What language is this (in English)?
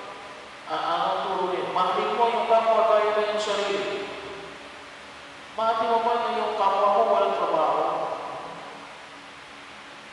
Filipino